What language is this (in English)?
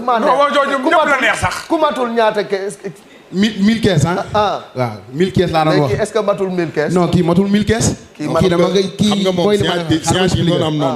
Wolof